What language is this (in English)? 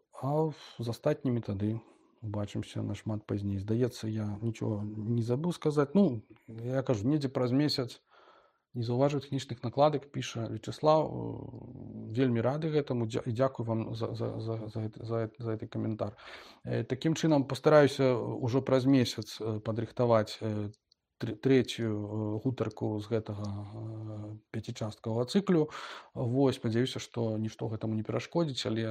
Belarusian